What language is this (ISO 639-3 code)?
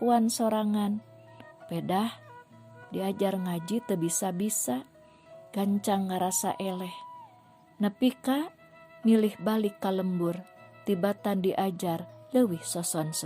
sun